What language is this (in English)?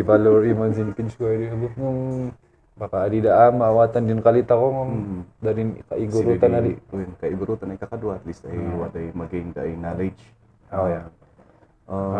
Kankanaey